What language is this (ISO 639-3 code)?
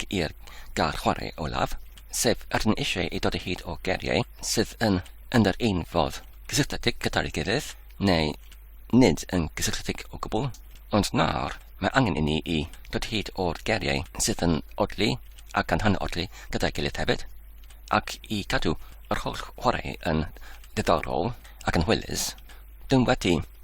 cym